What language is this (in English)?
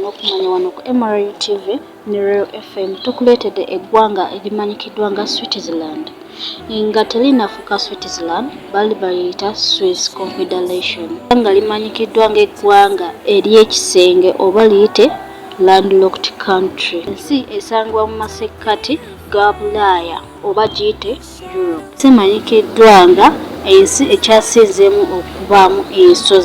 Ganda